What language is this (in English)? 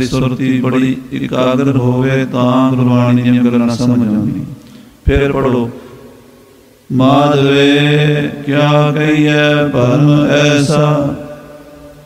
Punjabi